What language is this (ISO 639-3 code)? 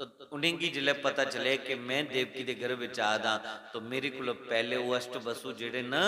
doi